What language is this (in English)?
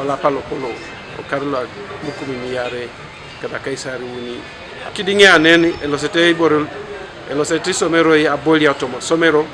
Teso